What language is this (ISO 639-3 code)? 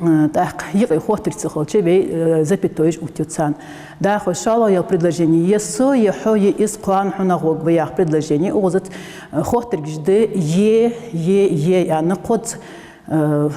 inh